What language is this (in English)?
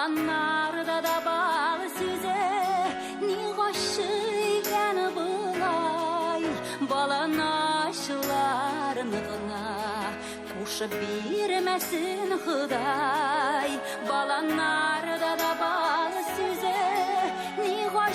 Tatar